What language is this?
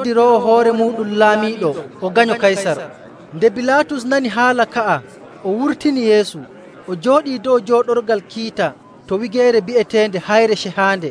Nigerian Fulfulde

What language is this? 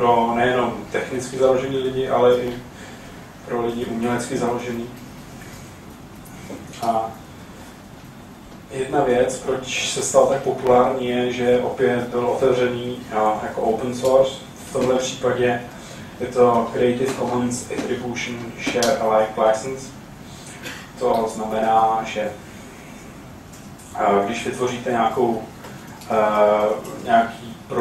Czech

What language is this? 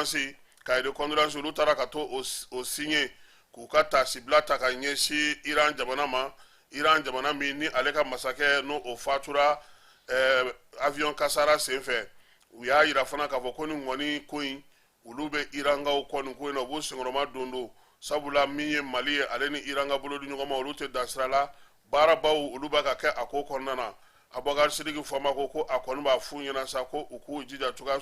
Bambara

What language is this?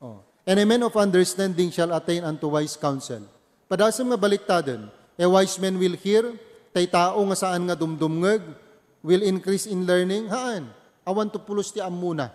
Iloko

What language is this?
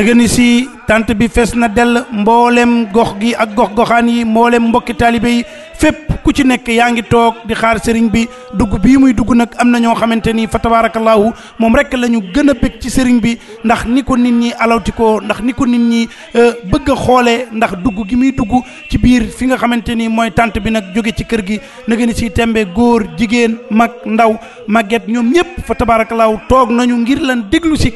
Wolof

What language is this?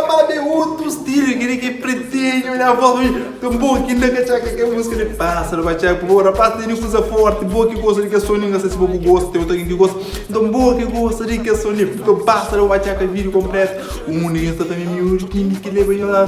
Kabuverdianu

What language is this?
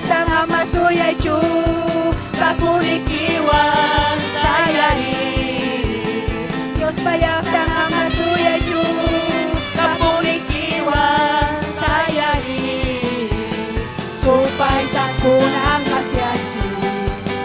Ayacucho Quechua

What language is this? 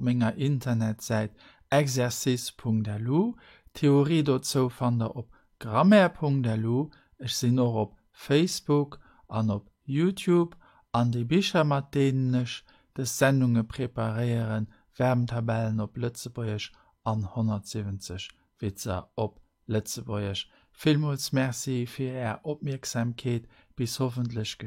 Luxembourgish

